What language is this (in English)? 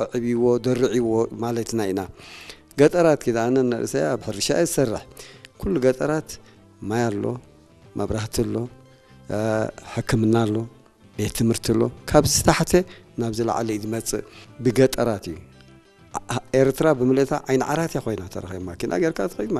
Tigrinya